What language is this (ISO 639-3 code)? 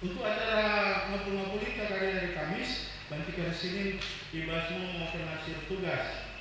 btx